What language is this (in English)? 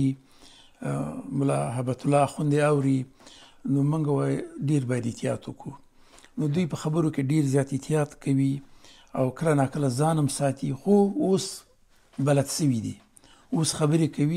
Pashto